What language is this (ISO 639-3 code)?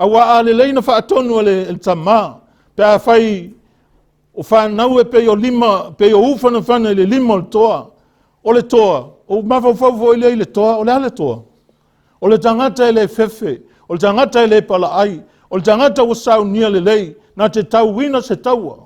smo